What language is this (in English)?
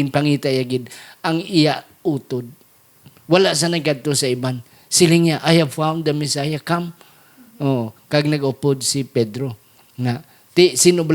Hiligaynon